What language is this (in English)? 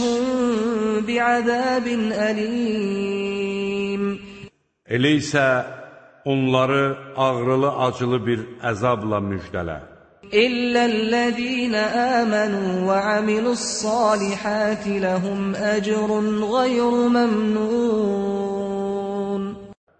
Azerbaijani